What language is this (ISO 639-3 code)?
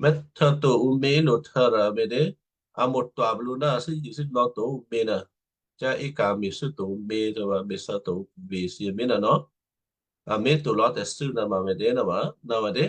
kyu